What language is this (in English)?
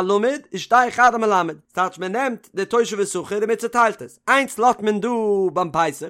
Yiddish